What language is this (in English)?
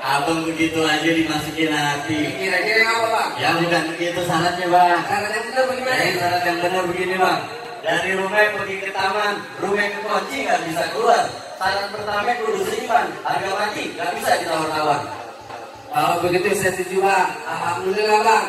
Betawi